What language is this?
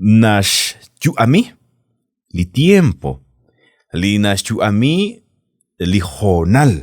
Kekchí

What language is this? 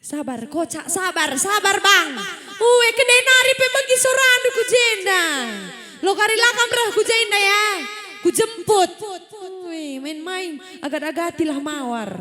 Batak Karo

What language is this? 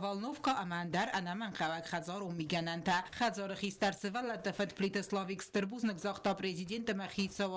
Ossetic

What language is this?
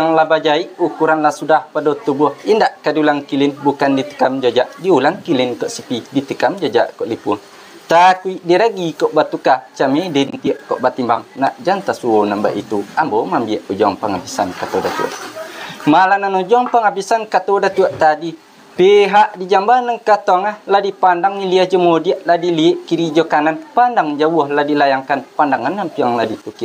Minangkabau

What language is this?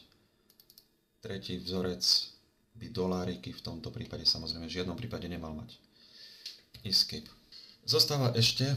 Slovak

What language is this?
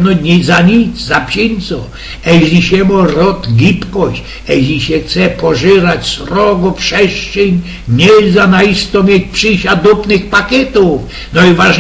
Silesian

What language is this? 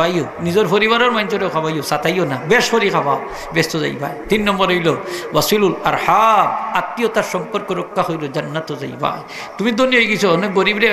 Sylheti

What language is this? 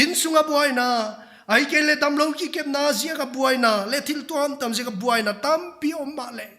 Paite Chin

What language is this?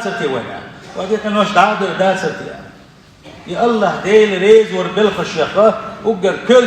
Chechen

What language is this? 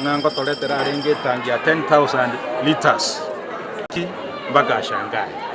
Gusii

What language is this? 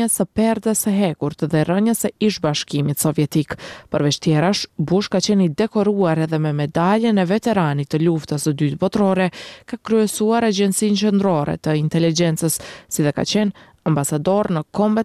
Albanian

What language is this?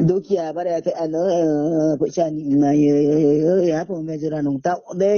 Riang (India)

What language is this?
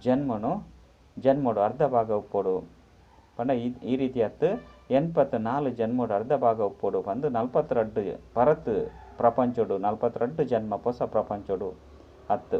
Tulu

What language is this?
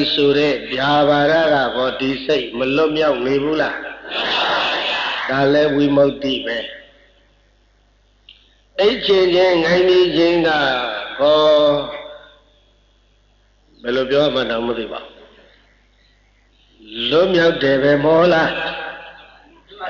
Burmese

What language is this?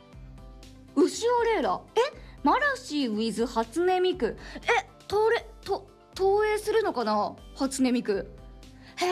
Japanese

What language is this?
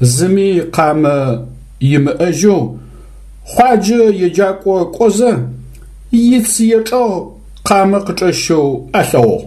Adyghe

